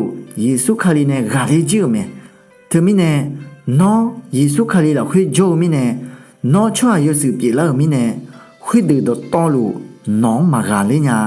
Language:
Akha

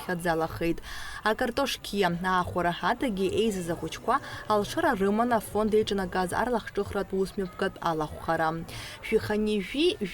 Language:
Abkhazian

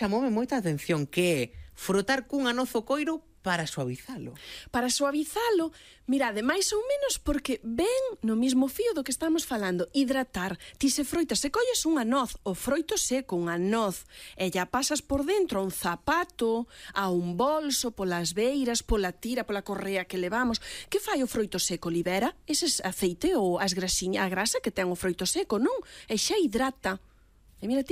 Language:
Galician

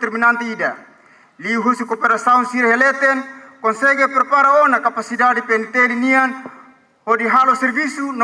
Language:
Tetum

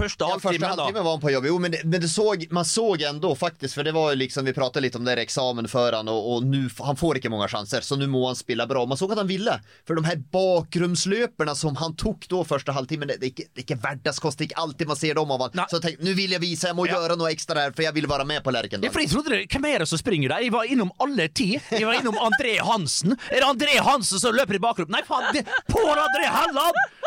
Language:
Norwegian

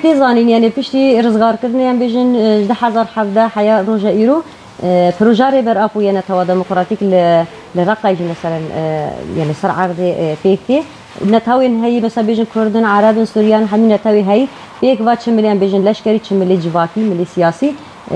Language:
Kurdish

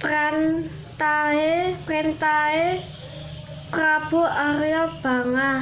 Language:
Javanese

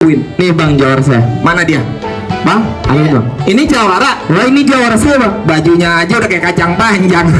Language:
Betawi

